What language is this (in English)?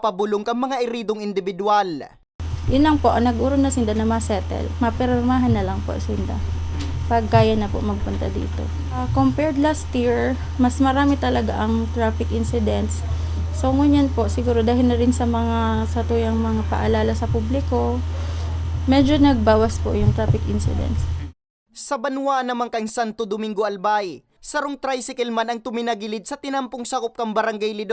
Bikol